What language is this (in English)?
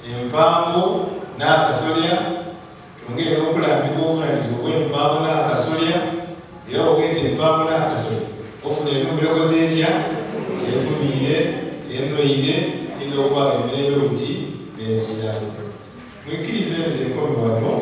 Soga